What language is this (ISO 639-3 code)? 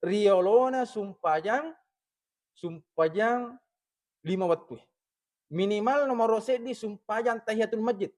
bug